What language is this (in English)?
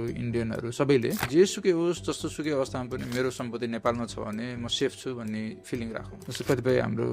Nepali